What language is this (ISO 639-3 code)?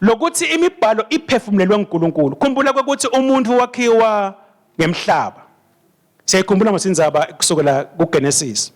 ssw